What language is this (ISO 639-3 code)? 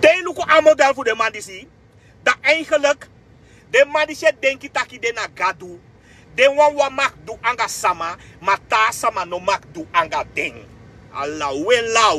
srn